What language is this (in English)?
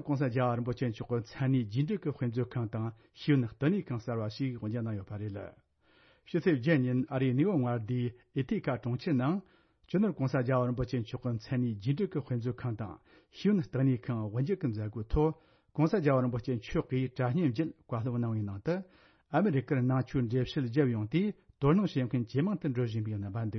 Tibetan